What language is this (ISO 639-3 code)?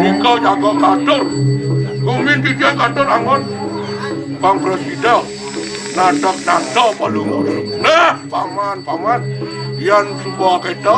ban